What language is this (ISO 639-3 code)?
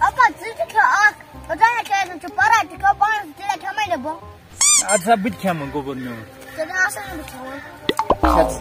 kas